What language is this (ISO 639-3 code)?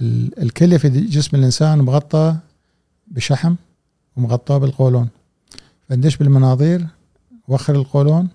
afb